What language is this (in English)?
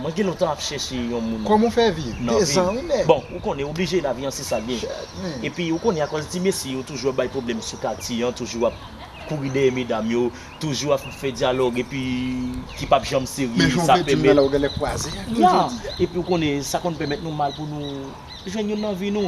Haitian Creole